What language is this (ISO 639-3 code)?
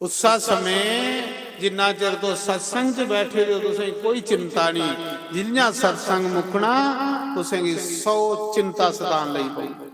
doi